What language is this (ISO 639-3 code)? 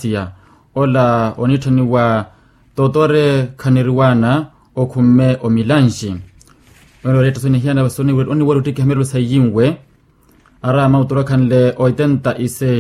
vmw